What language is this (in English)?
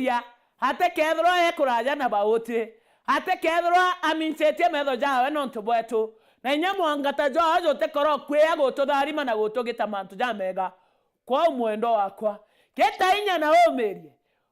Meru